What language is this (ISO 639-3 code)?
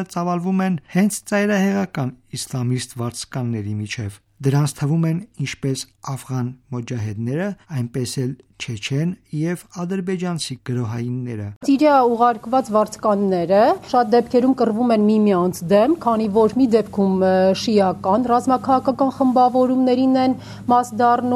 hye